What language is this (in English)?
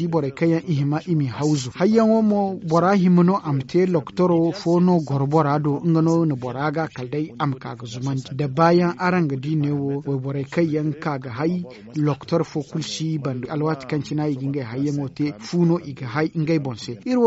Zarma